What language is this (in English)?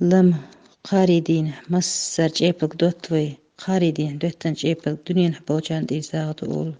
Chechen